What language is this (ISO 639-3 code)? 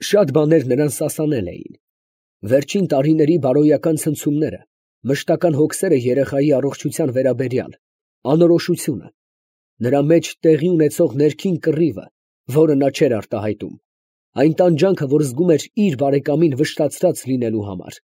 hye